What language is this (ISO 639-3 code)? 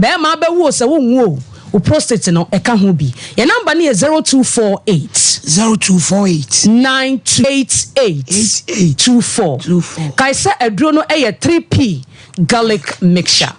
aka